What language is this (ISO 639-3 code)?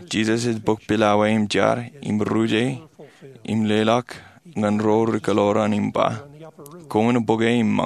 mah